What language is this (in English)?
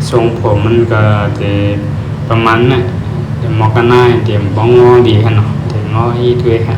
Shan